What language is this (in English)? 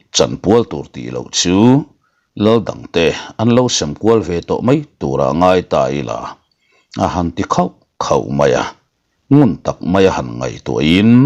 Mizo